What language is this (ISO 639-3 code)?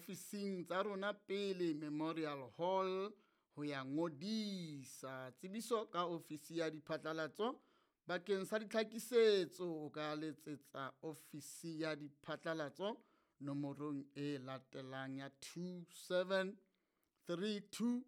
sot